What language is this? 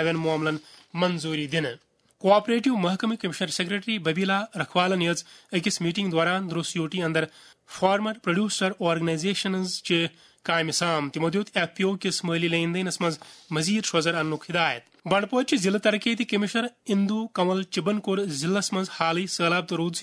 Kashmiri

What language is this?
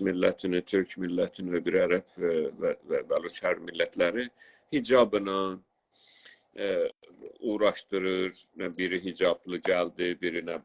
South Azerbaijani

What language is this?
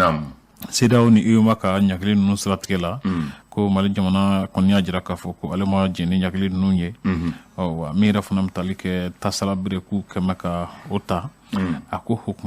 Bambara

